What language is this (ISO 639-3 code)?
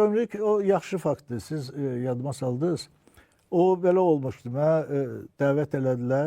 aze